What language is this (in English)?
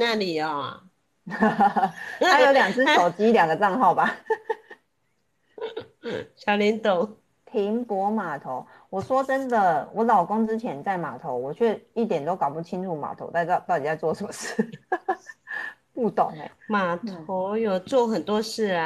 Chinese